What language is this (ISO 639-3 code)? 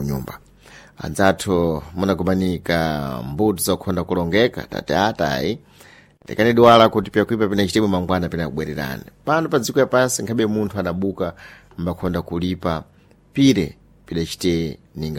seh